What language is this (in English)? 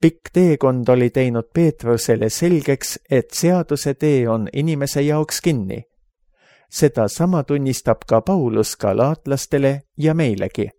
Estonian